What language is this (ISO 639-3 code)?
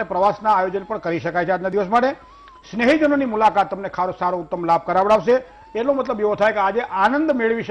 guj